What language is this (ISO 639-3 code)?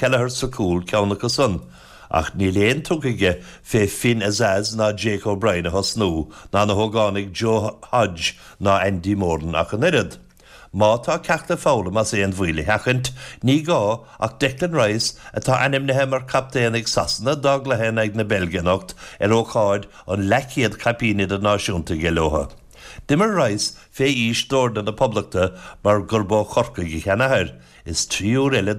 gle